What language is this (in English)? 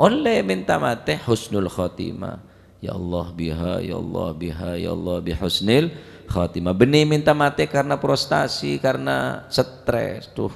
Madurese